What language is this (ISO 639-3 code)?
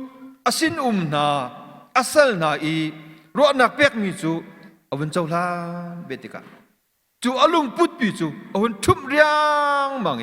cnh